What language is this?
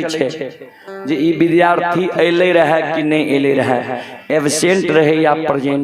Maithili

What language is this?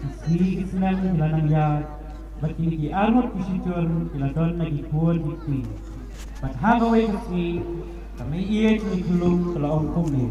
Khasi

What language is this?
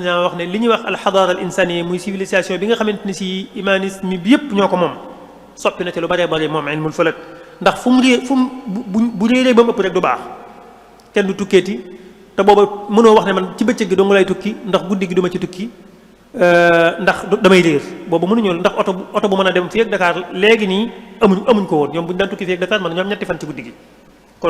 Wolof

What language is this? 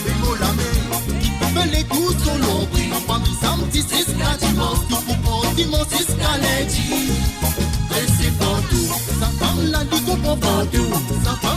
Morisyen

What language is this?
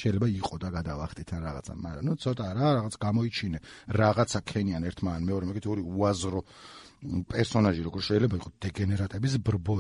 Georgian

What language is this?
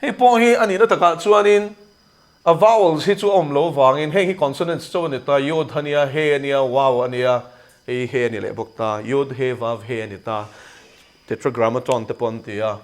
Mizo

